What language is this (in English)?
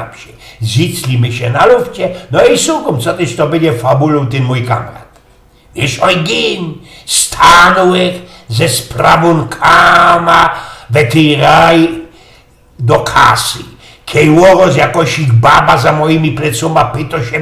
Silesian